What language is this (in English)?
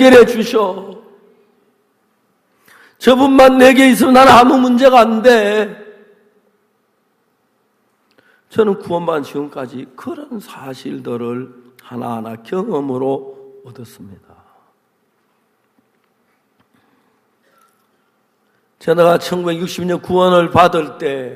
Korean